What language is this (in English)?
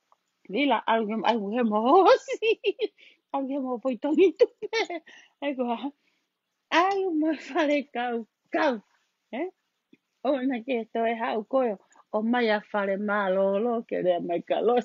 Tongan